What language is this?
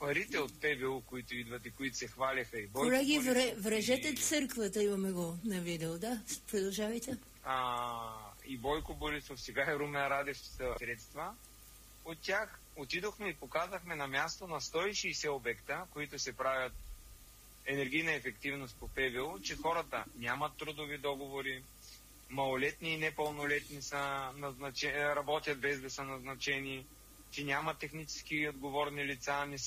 Bulgarian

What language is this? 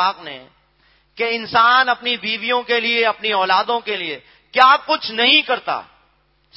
Urdu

